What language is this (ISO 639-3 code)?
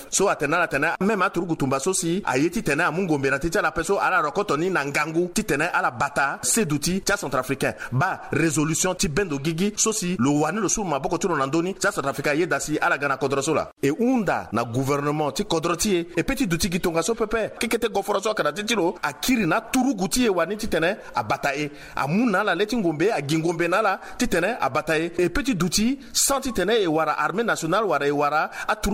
sag